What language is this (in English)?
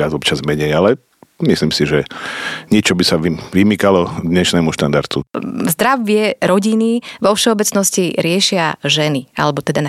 Slovak